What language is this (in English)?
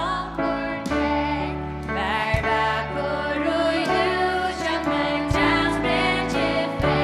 Faroese